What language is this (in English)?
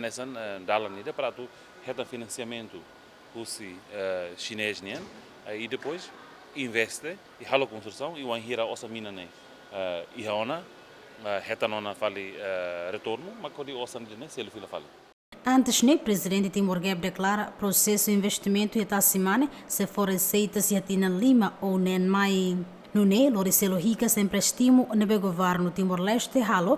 Tetum